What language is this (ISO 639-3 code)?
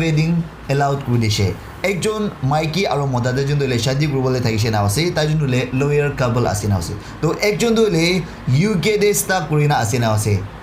nag